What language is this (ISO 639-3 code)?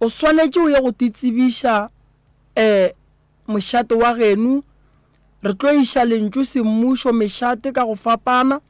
nso